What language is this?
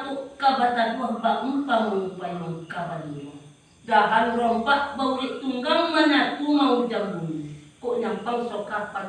Minangkabau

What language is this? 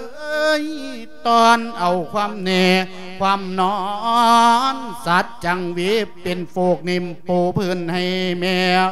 Lao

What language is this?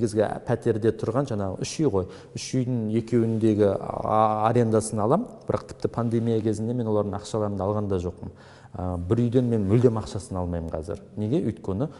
Kazakh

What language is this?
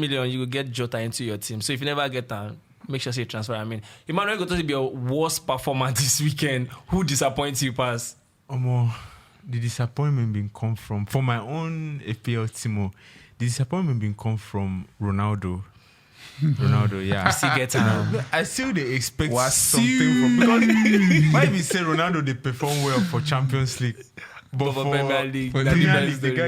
Nigerian Pidgin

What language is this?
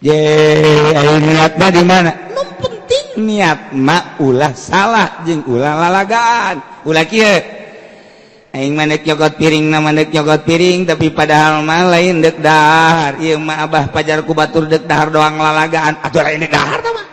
Sundanese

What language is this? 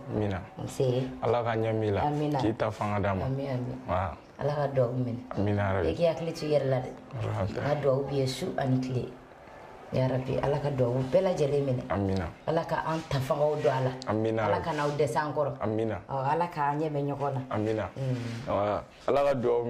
Bambara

